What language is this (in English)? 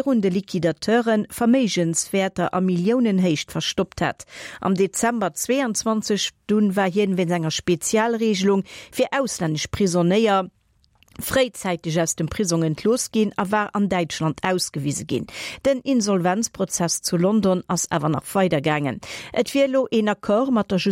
Luxembourgish